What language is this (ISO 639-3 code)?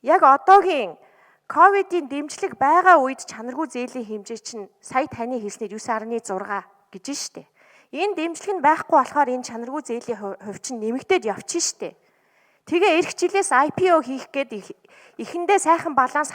mon